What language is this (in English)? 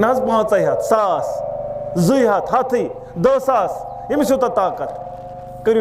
Kashmiri